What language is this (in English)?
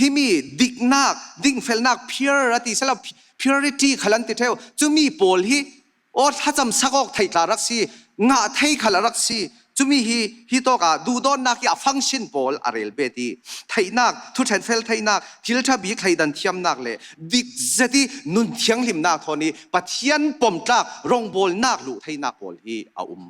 Falam Chin